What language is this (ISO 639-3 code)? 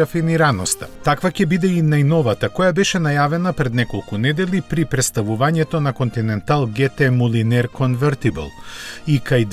mkd